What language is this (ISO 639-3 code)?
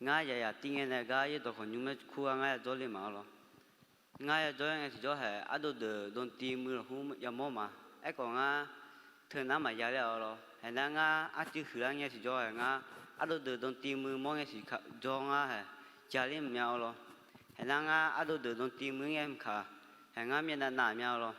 ahk